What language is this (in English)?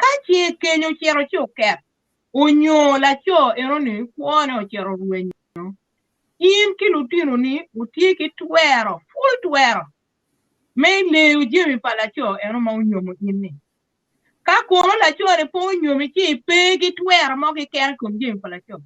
Acoli